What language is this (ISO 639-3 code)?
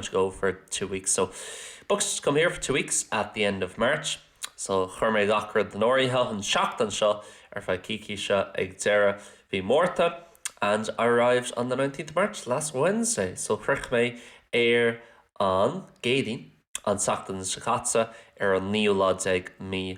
gle